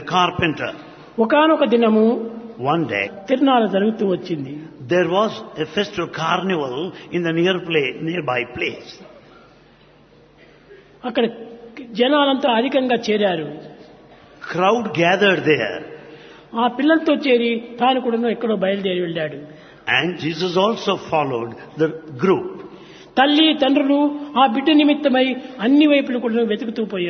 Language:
Telugu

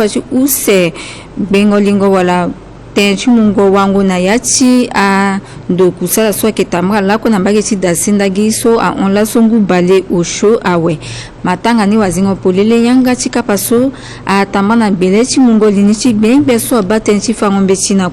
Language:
Sango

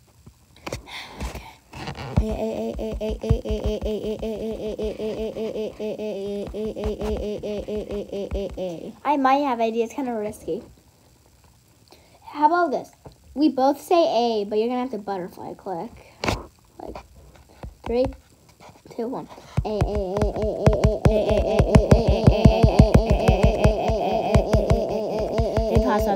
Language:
English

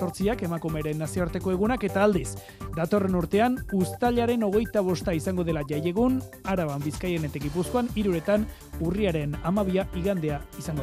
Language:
Basque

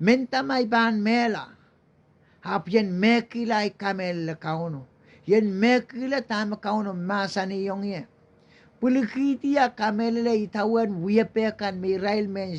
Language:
Pohnpeian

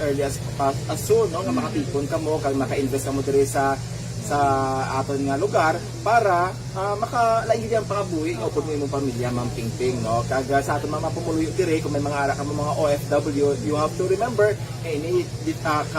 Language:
Hiligaynon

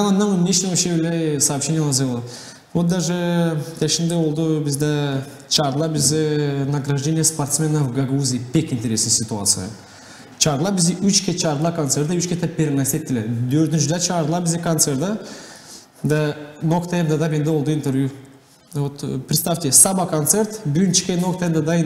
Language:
Gagauz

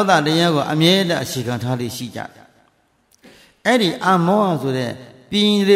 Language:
Burmese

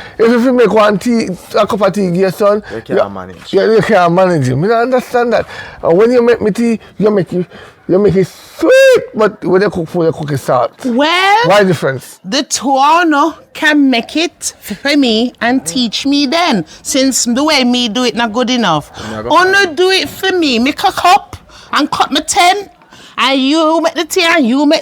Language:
Jamaican Creole English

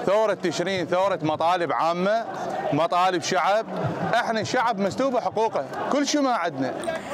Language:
Mesopotamian Arabic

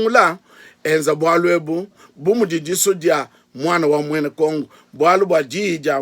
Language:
Luba-Lulua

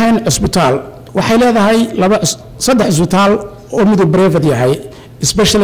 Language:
Somali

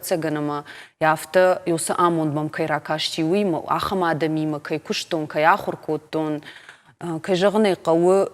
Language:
Ossetic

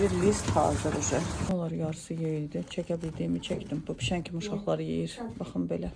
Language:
Azerbaijani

